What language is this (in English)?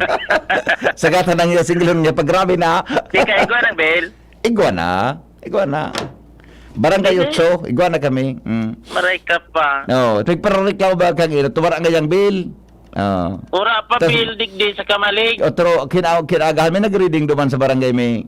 Bikol